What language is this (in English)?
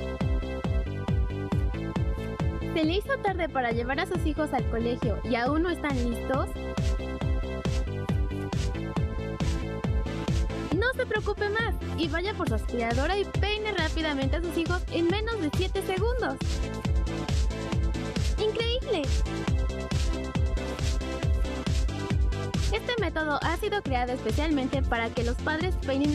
Spanish